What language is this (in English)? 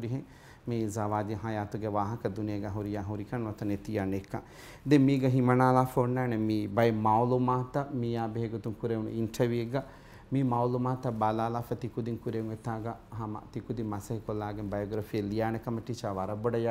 Divehi